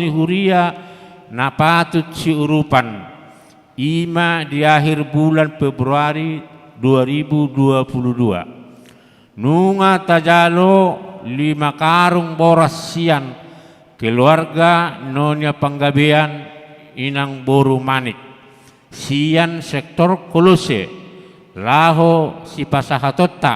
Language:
Batak Toba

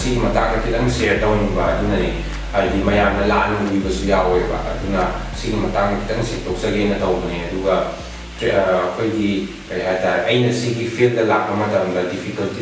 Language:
Manipuri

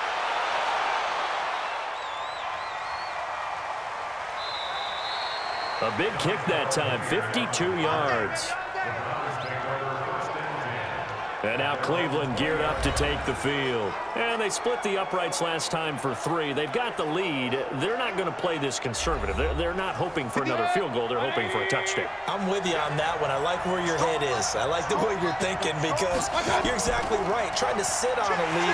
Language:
English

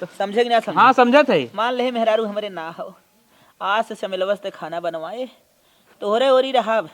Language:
Awadhi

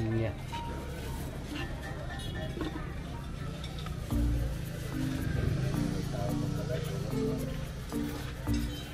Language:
Filipino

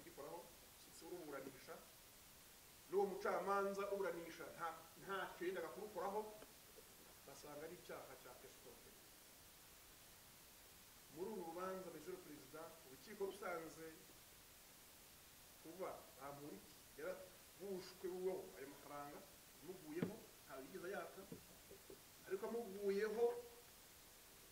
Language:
Kinyarwanda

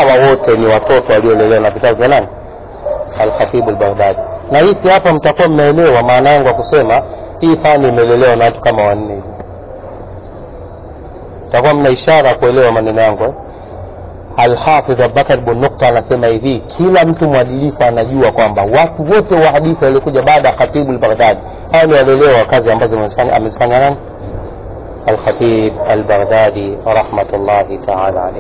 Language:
Swahili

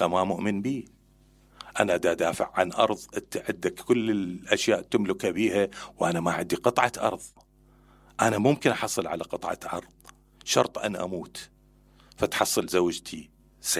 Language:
Mesopotamian Arabic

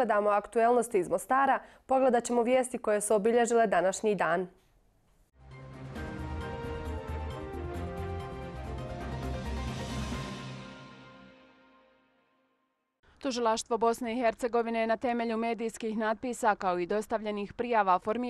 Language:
Bosnian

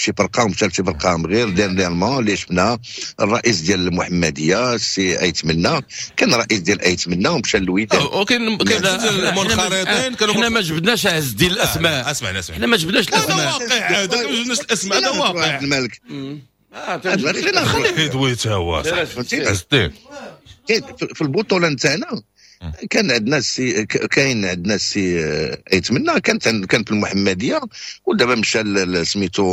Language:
Moroccan Arabic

